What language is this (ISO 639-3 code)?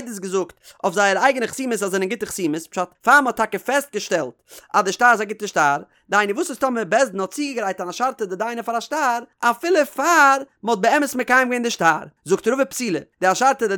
yid